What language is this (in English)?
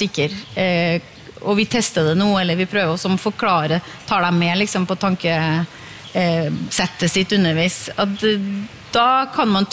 Norwegian